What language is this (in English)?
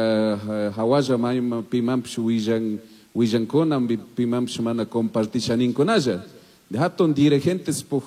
Chimborazo Highland Quichua